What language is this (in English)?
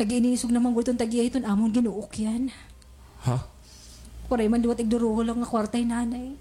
Waray